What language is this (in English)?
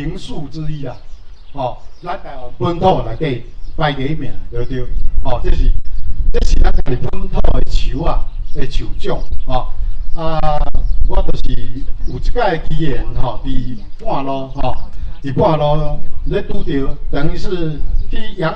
Min Nan Chinese